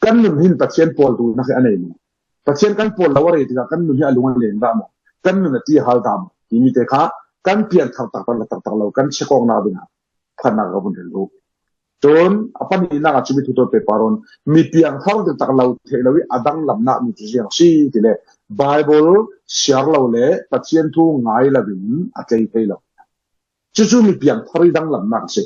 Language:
Falam Chin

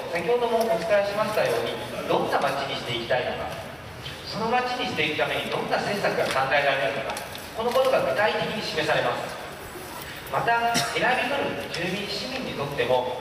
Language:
Japanese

